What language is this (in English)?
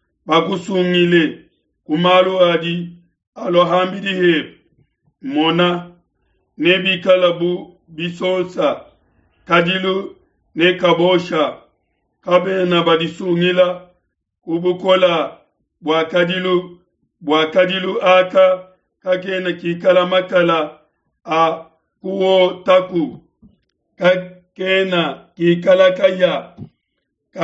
Luba-Lulua